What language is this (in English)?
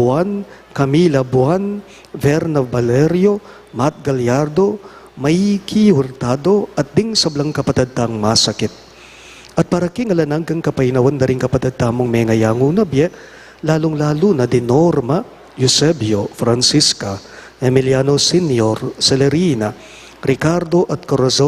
Pampanga